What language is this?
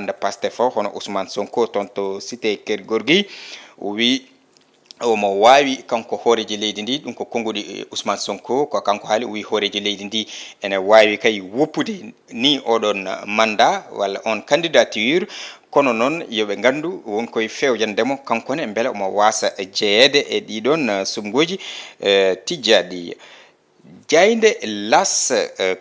Fula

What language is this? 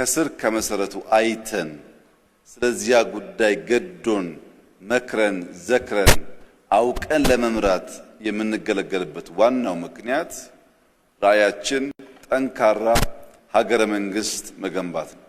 Amharic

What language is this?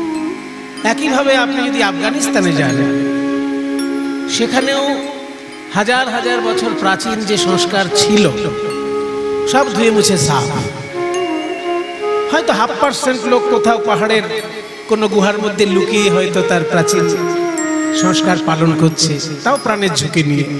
Bangla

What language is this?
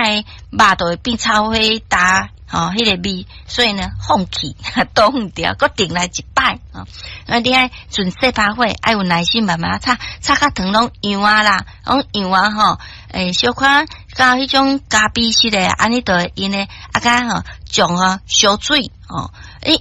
Min Nan Chinese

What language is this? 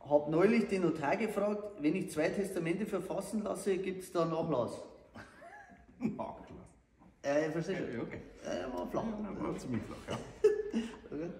Bavarian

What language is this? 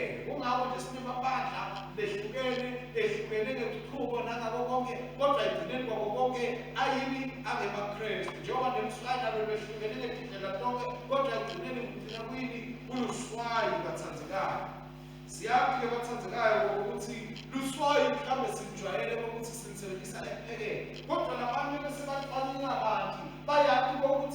Swati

